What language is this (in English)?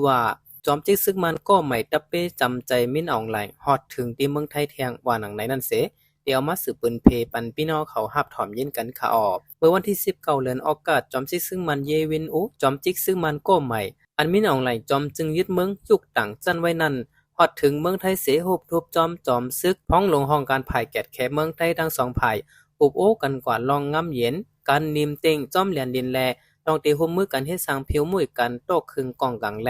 Shan